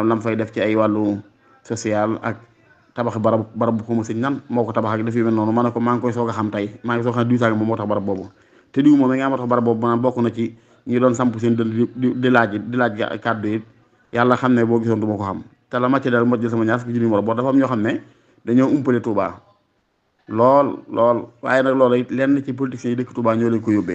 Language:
Wolof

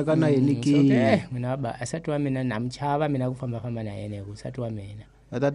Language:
Tsonga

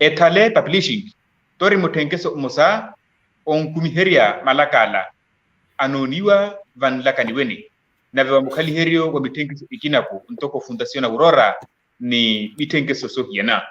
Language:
Makhuwa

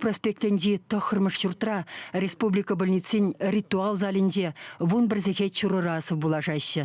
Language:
Chuvash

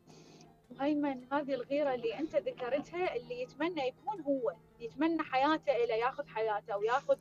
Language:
Mesopotamian Arabic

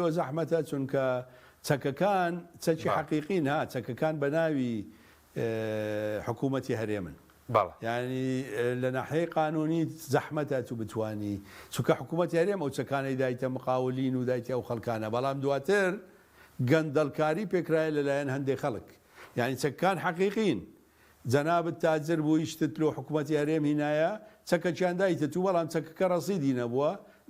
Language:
Central Kurdish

